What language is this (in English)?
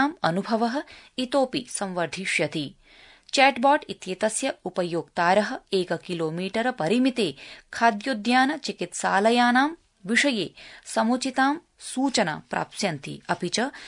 Sanskrit